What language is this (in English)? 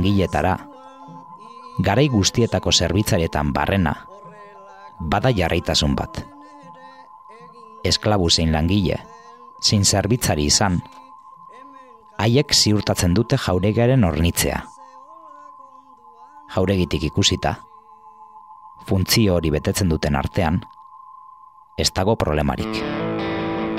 Basque